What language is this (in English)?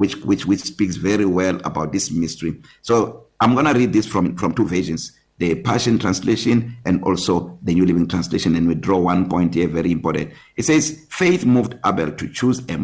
English